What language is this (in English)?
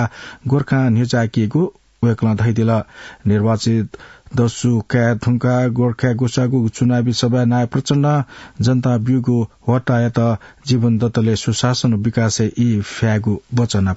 Newari